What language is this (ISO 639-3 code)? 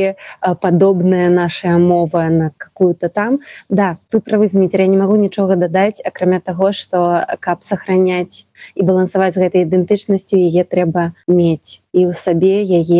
bel